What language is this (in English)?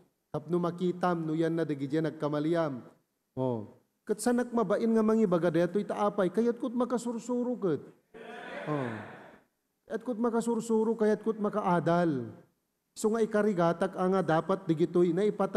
Iloko